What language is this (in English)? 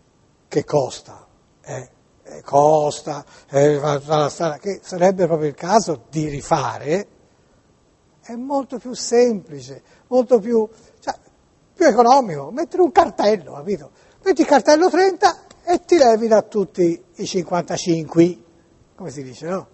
Italian